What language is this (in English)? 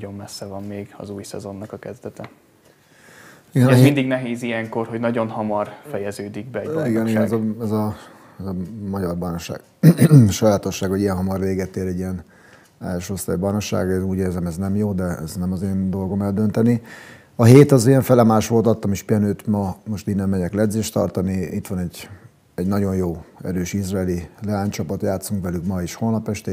Hungarian